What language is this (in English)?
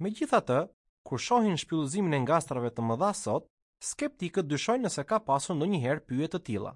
Albanian